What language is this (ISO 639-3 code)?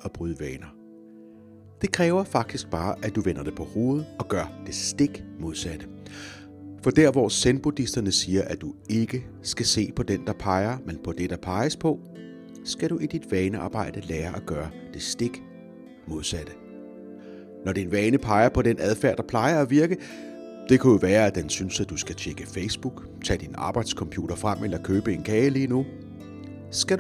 dan